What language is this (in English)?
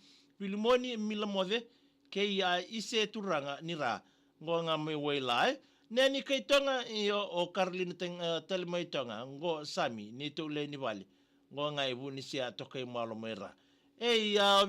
Fijian